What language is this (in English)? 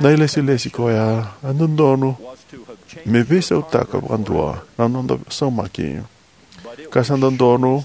Fijian